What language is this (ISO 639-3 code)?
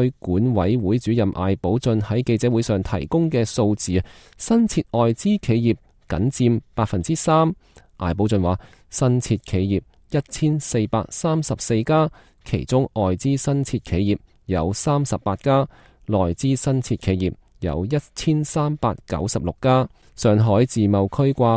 yue